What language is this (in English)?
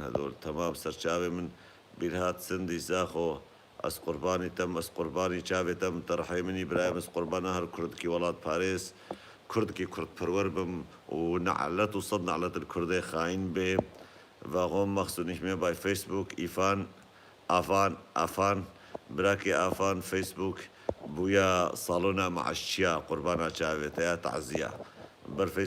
Kurdish